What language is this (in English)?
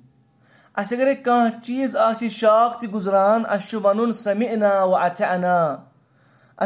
Kashmiri